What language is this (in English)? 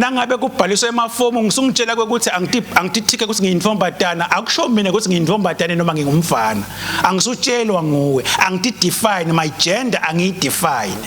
Swati